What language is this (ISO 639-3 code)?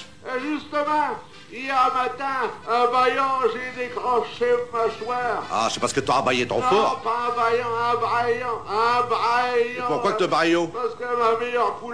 pcd